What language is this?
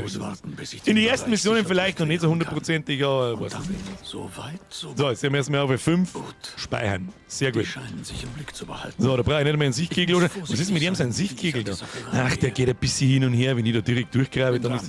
Bavarian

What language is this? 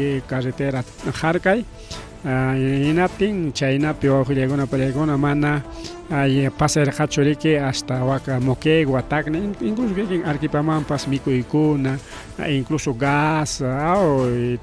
Ayacucho Quechua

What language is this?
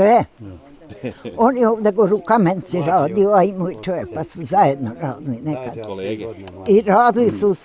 Bosnian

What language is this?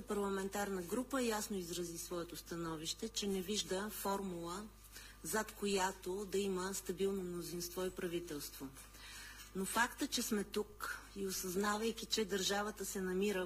Bulgarian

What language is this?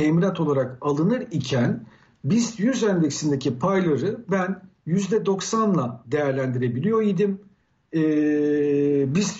Turkish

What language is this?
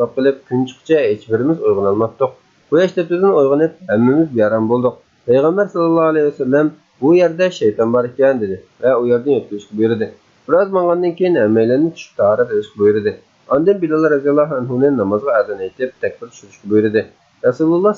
Uyghur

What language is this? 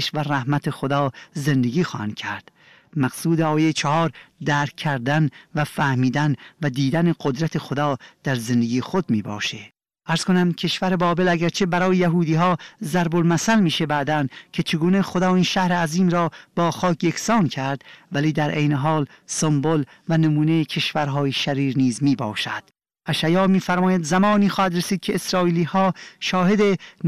Persian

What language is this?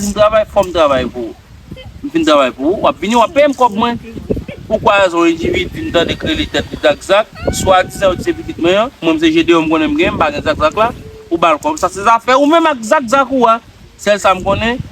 Haitian Creole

